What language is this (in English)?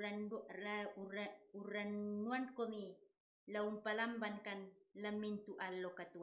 Toraja-Sa'dan